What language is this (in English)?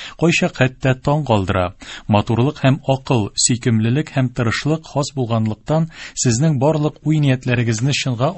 Tatar